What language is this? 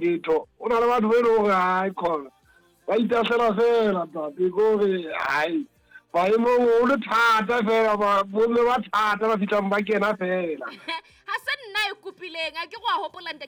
Southern Sotho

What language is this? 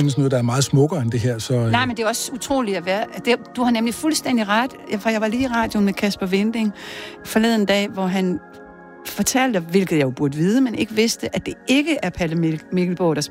Danish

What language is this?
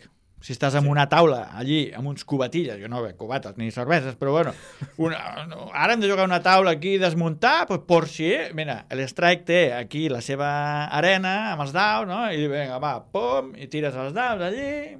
Catalan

